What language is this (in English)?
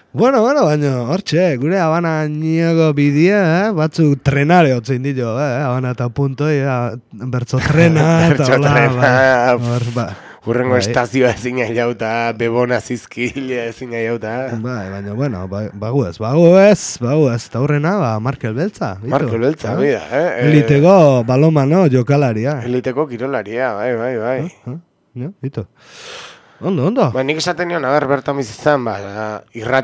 Basque